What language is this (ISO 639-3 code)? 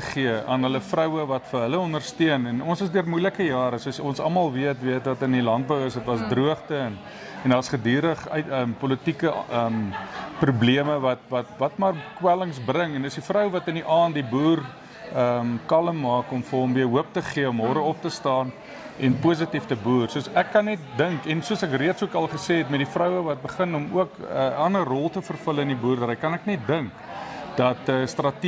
afr